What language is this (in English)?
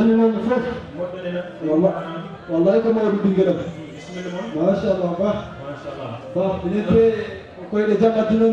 Fula